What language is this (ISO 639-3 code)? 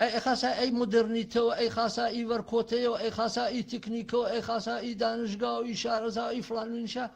hac